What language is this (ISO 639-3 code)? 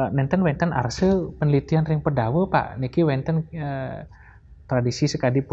ban